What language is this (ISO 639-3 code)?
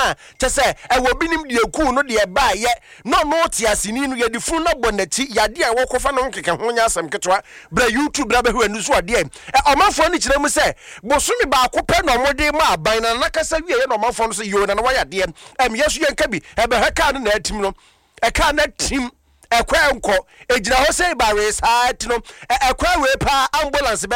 aka